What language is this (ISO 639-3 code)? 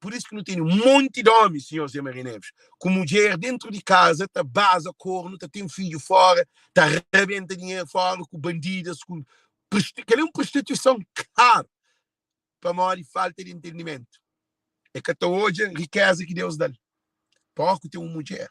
kea